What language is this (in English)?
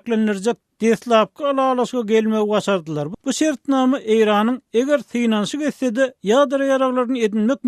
Turkmen